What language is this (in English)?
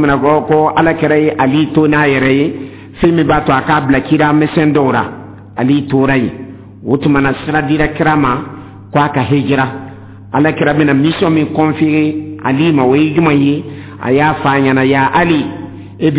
Dyula